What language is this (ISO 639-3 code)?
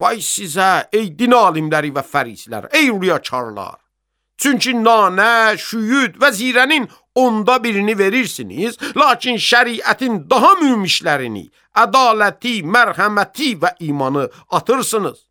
aze